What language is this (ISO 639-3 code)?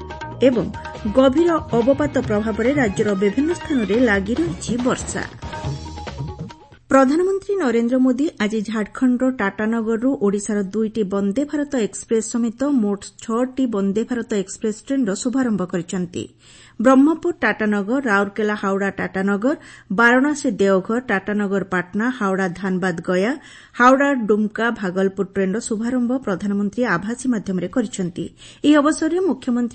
ori